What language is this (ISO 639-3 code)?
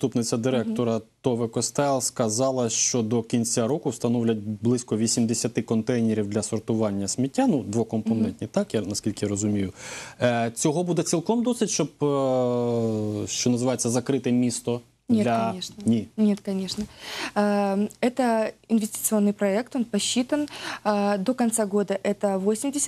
ukr